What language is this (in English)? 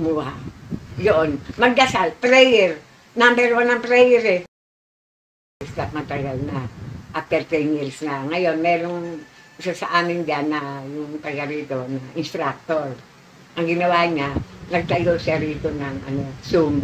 Filipino